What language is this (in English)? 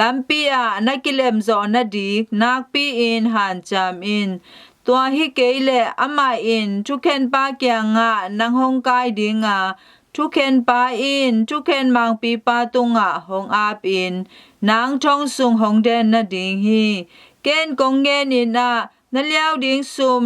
Tedim Chin